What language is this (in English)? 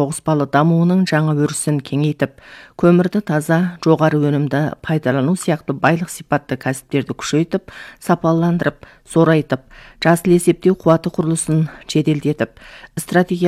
Kazakh